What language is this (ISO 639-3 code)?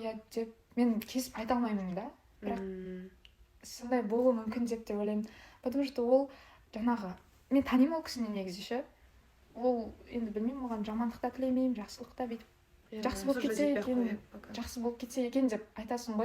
kaz